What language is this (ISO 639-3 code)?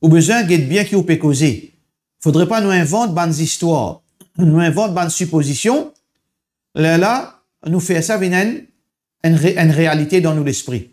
mfe